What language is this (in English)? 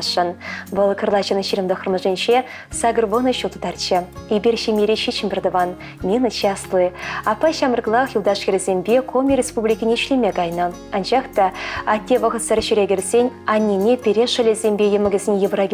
Chuvash